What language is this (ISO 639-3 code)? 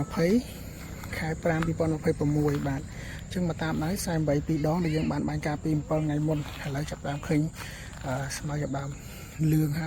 khm